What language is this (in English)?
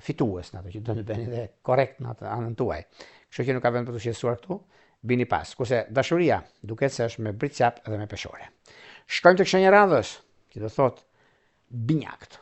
Albanian